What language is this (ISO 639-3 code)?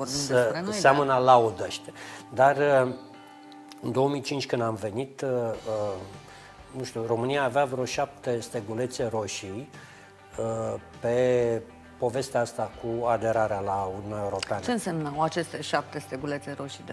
ron